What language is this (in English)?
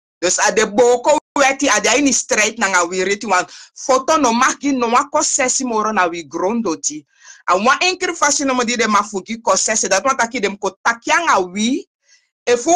Sranan Tongo